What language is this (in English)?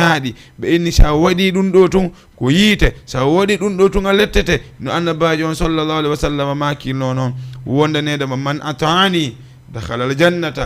Fula